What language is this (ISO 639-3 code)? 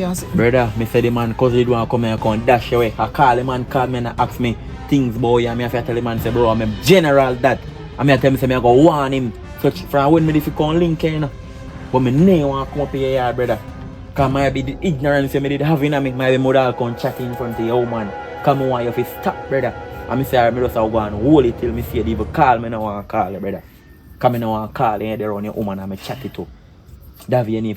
jam